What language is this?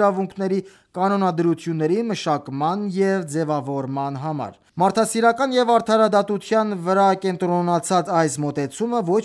Armenian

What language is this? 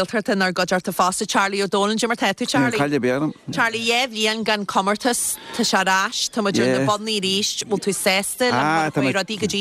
Irish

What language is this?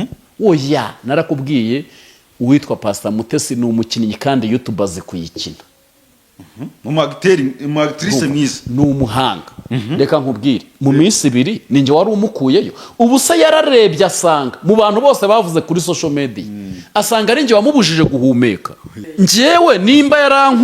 Kinyarwanda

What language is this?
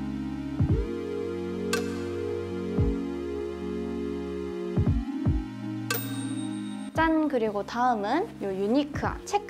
Korean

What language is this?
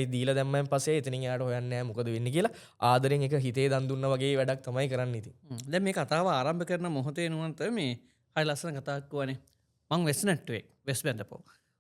Sinhala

